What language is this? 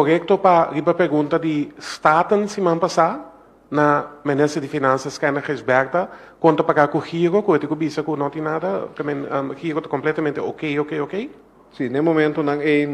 Papiamento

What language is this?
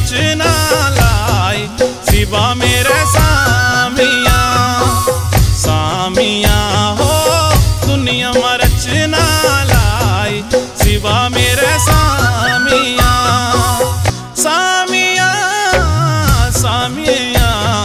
Hindi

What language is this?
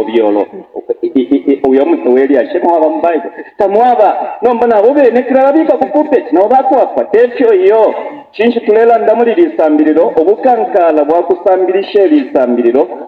Bemba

